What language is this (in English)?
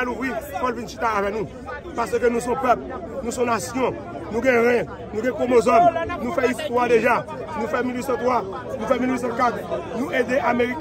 Haitian Creole